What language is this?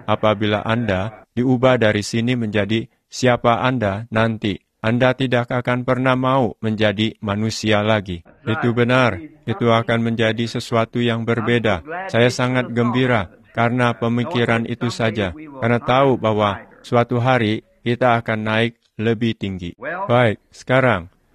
Indonesian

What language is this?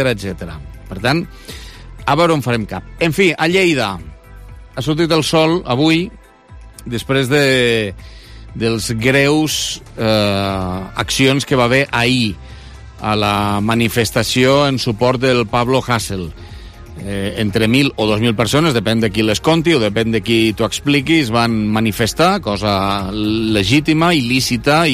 Catalan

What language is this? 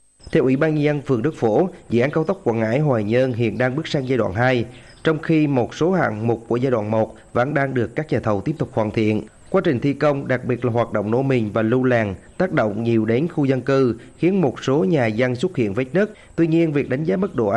Vietnamese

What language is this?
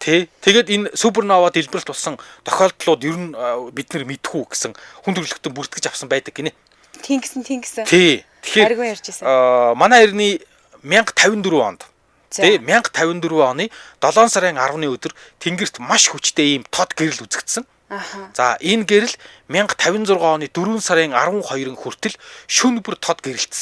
Mongolian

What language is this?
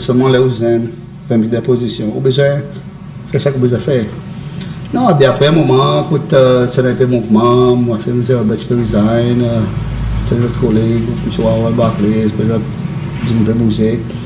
Seselwa Creole French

